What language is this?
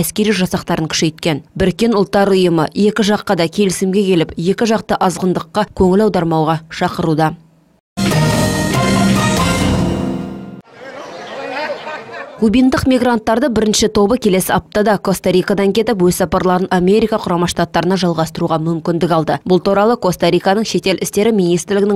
Kazakh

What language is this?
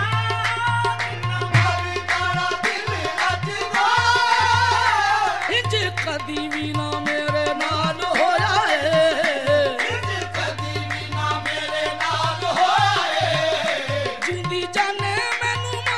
Punjabi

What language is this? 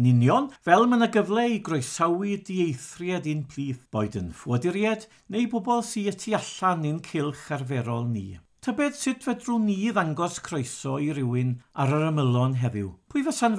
Welsh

